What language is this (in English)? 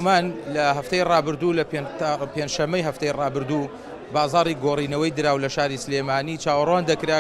Central Kurdish